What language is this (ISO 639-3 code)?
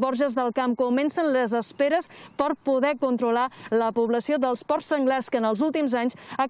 cat